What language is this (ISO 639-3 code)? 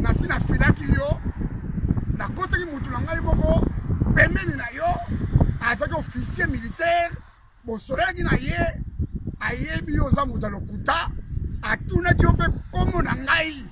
lin